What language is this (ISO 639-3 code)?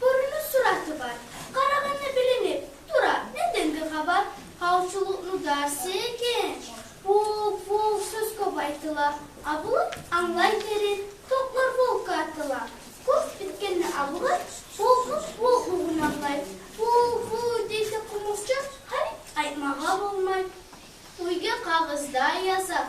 kum